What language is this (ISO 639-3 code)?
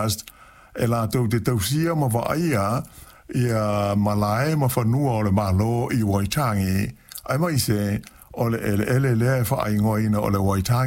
smo